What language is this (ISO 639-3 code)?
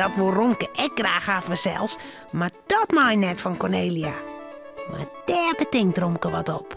fry